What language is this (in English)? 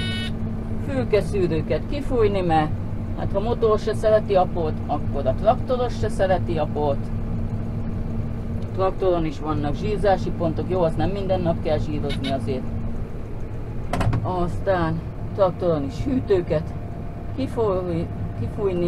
Hungarian